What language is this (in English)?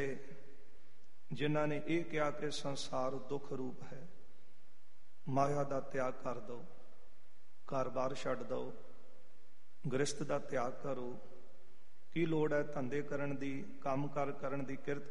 Punjabi